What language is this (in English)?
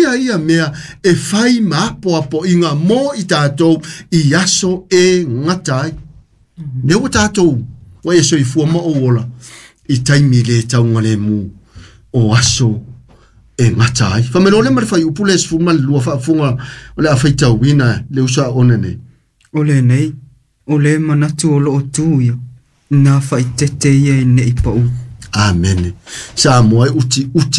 Samoan